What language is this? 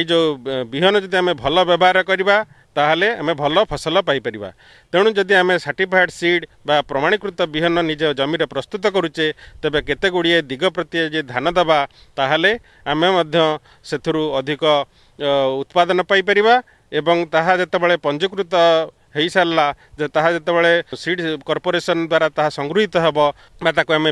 Odia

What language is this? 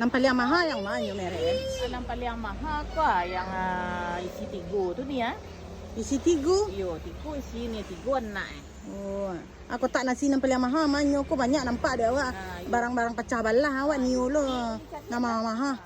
Minangkabau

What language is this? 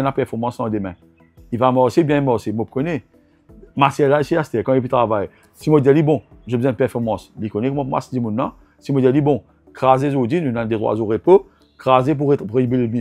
Morisyen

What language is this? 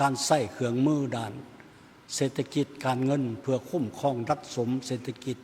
Lao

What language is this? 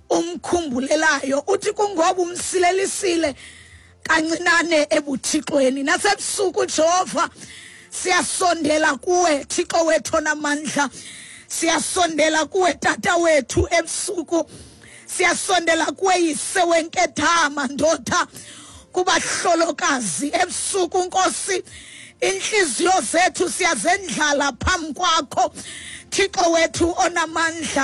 Xhosa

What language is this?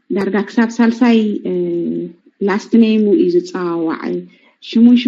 Tigrinya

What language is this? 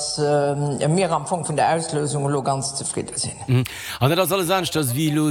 Luxembourgish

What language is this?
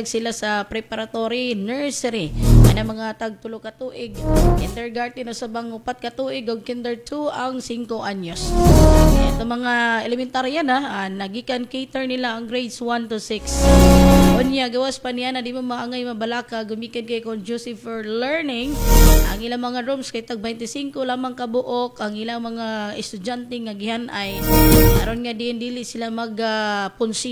Cebuano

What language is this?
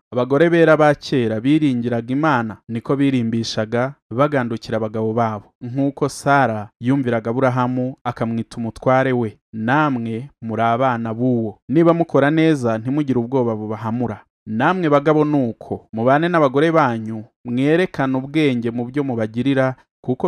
Kinyarwanda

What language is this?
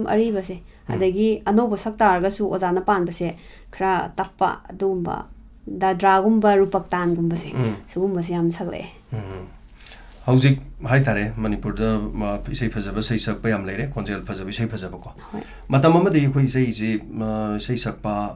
Manipuri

